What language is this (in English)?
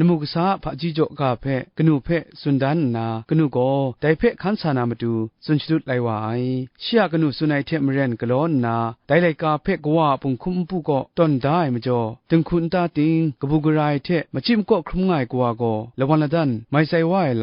Kachin